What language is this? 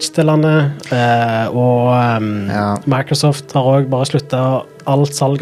Norwegian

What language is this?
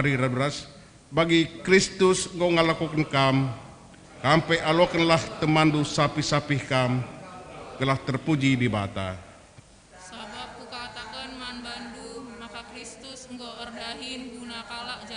Batak Karo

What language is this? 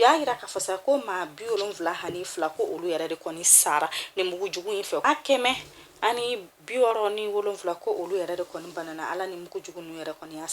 Bambara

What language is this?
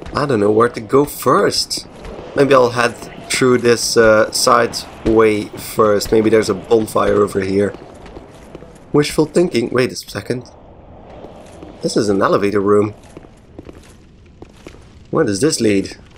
English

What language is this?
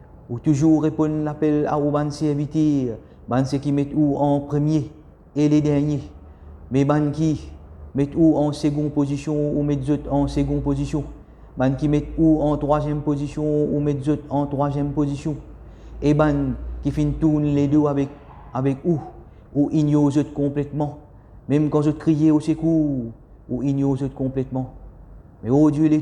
Morisyen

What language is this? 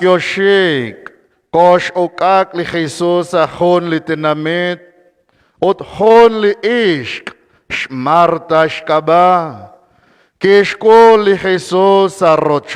Kekchí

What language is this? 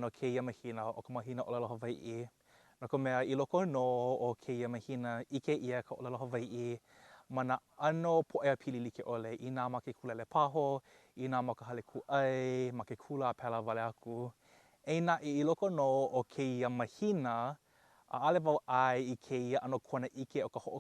Hawaiian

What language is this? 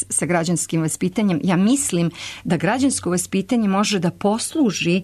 Serbian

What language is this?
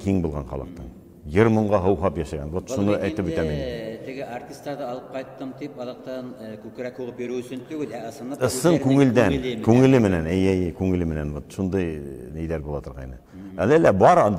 Bashkir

